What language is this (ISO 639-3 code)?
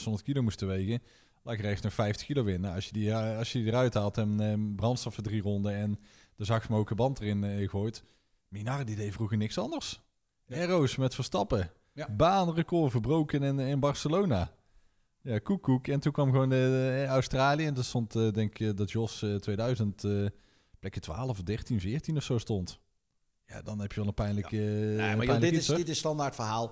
nld